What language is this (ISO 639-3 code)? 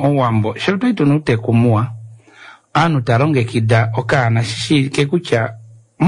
kua